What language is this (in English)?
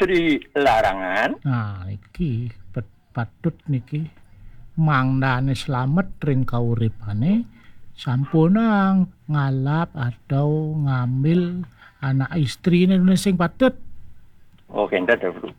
Balinese